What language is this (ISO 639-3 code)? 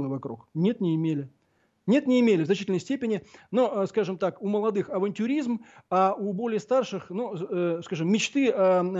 rus